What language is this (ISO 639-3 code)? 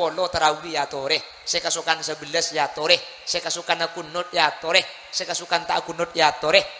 mad